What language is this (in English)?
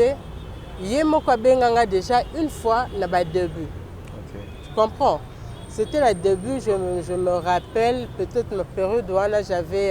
Lingala